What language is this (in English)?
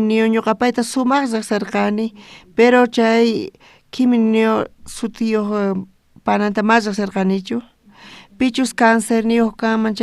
South Bolivian Quechua